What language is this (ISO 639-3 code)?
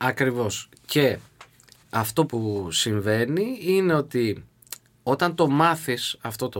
ell